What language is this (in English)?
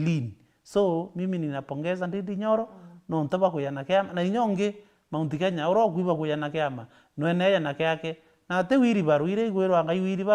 Meru